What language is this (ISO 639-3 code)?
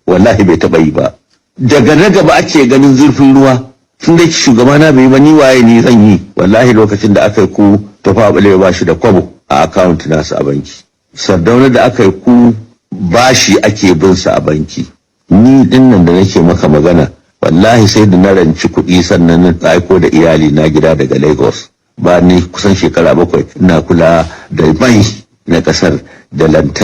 hau